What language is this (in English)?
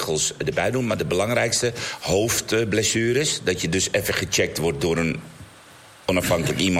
Dutch